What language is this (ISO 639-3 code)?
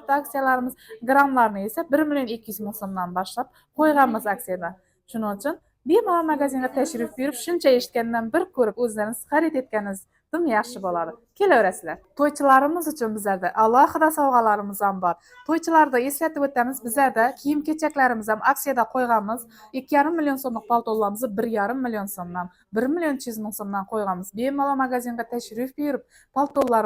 uzb